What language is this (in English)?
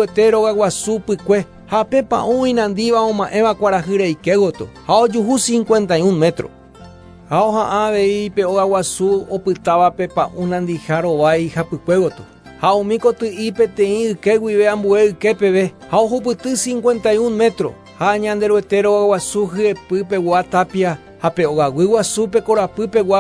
Guarani